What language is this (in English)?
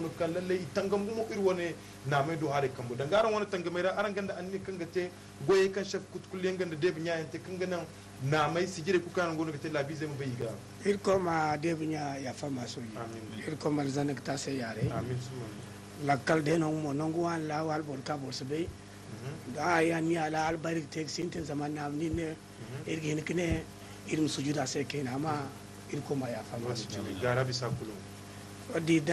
Zarma